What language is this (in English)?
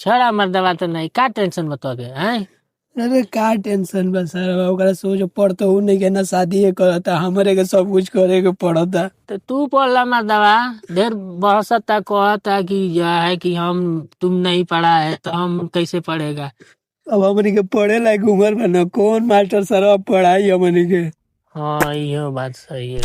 Bhojpuri